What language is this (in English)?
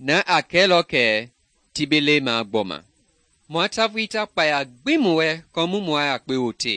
Mende